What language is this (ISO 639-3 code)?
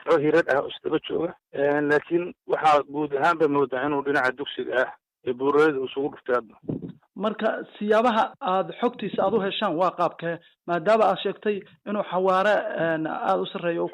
som